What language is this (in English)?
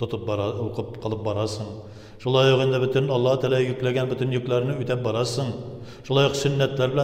Tatar